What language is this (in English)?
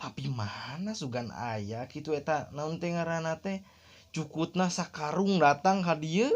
Sundanese